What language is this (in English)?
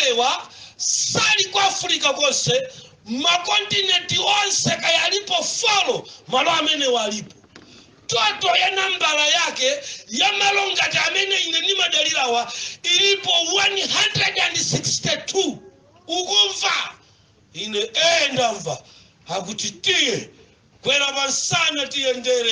Nyanja